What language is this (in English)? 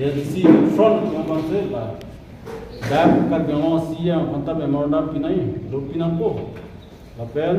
Karbi